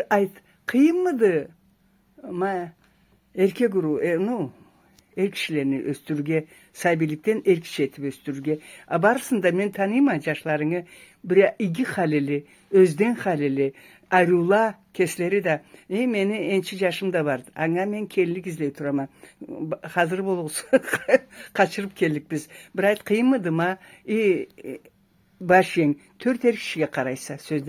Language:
Karachay-Balkar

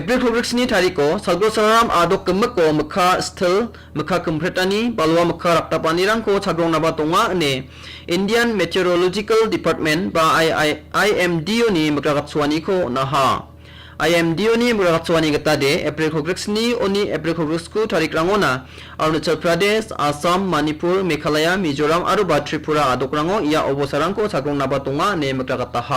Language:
Garo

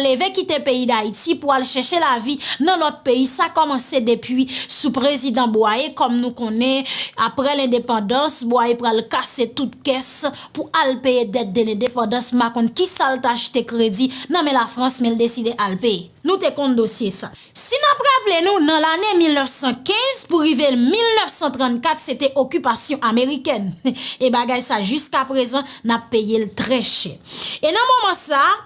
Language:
Haitian Creole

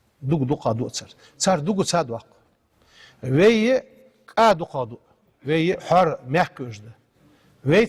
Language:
Ingush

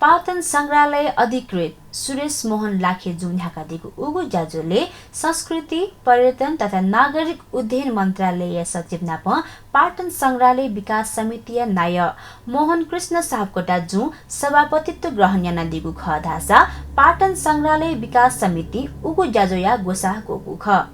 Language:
Newari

